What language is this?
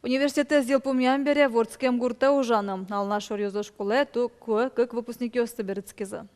Udmurt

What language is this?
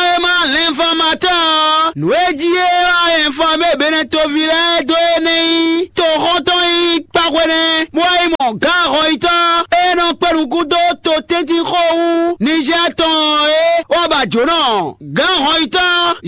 Fon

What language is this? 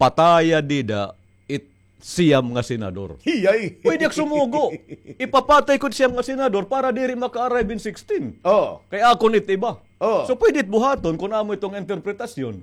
Waray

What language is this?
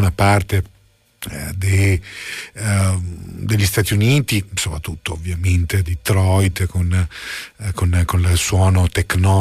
Italian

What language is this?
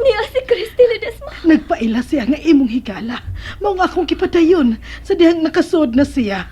Cebuano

